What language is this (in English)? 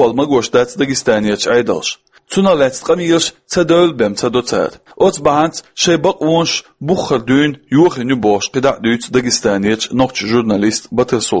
Chechen